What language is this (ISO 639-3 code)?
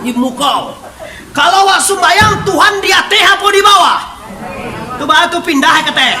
min